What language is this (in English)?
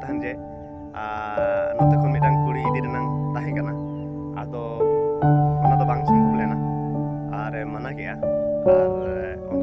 Santali